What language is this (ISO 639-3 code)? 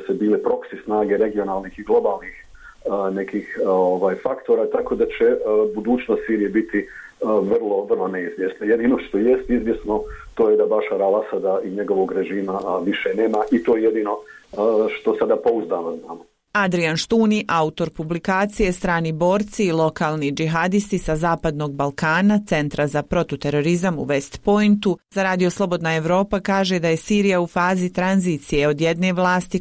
srp